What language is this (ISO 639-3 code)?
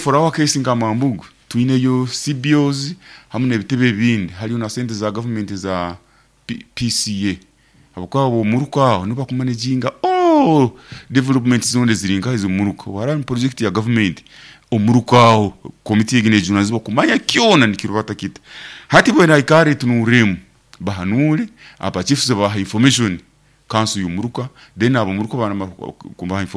nyo